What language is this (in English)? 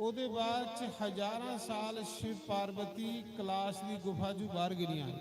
Dogri